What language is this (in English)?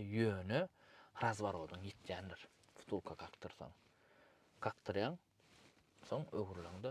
Turkmen